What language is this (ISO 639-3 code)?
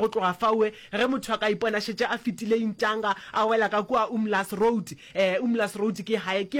nso